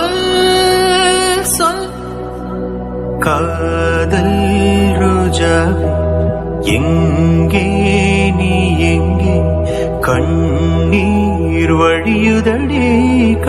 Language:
Tamil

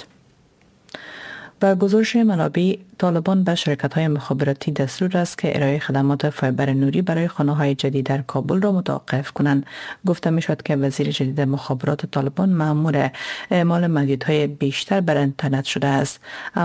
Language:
Persian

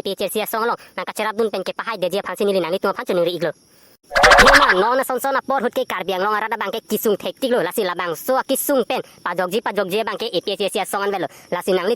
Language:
Karbi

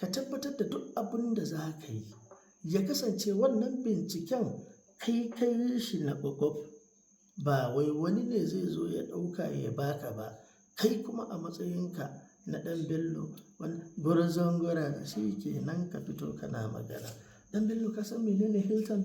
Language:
Hausa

